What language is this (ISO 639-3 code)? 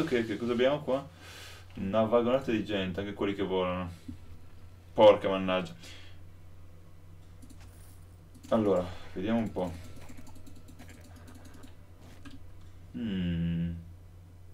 ita